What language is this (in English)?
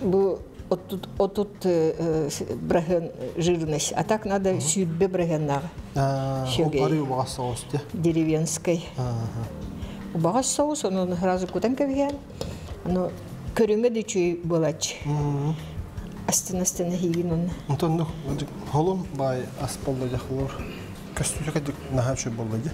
Yakut